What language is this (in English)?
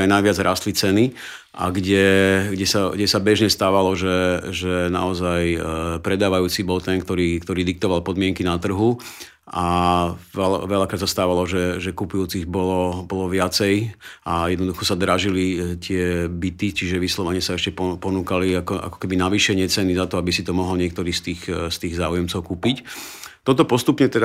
Slovak